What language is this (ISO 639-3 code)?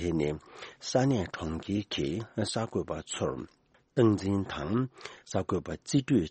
bod